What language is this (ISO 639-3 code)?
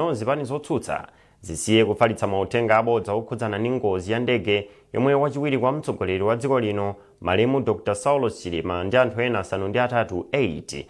nya